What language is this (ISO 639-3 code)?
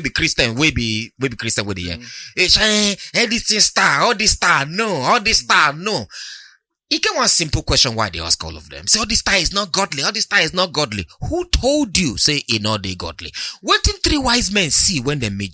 pcm